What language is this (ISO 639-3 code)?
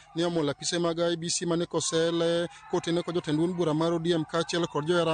luo